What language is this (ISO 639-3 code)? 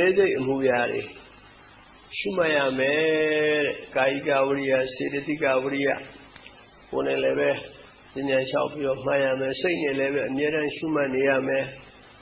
mya